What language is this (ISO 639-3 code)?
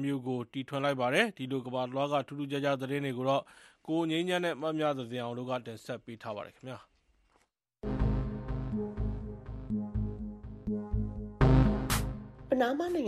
mya